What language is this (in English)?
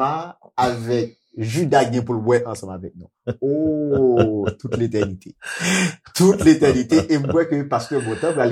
Haitian Creole